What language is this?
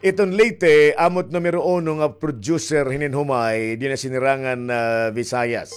Waray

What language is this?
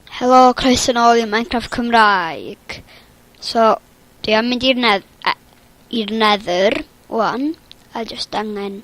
Welsh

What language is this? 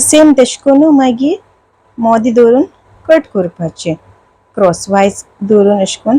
Konkani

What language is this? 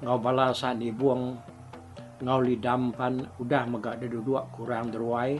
Iban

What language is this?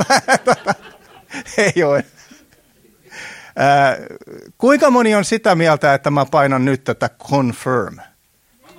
Finnish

